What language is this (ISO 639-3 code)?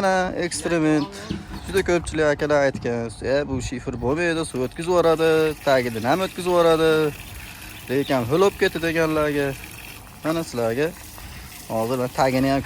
uzb